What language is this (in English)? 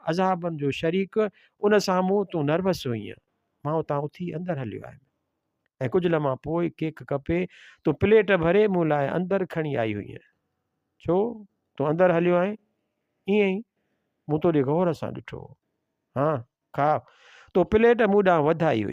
Sindhi